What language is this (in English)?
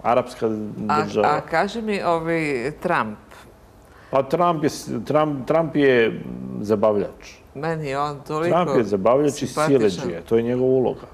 Serbian